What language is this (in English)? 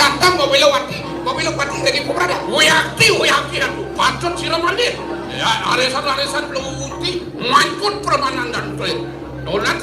Balinese